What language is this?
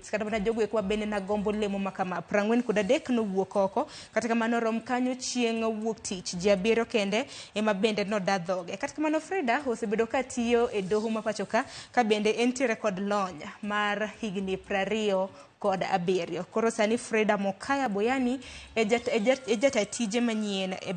Luo (Kenya and Tanzania)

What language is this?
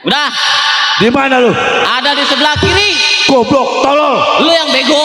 Betawi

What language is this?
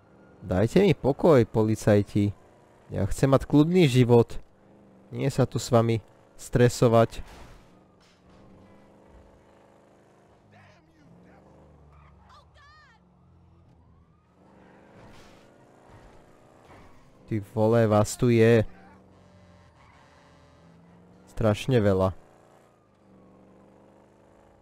Slovak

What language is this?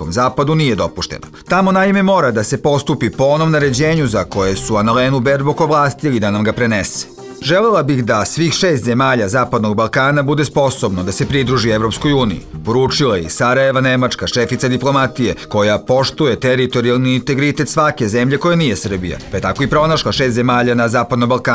Serbian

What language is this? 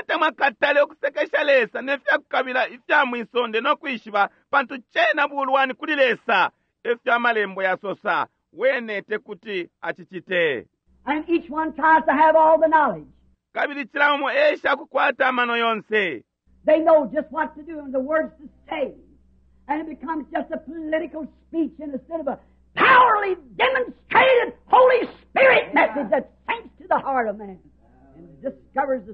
Bemba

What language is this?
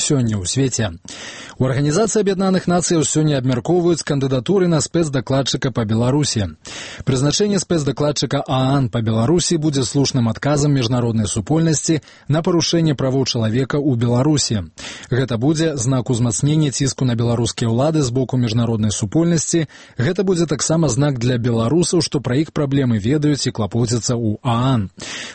Belarusian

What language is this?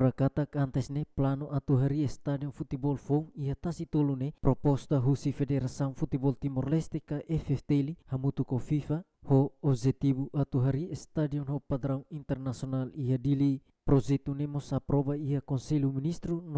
Tetum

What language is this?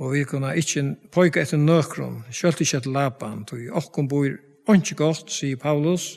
Faroese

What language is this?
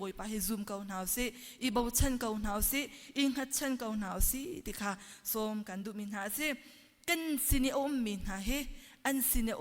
Hakha Chin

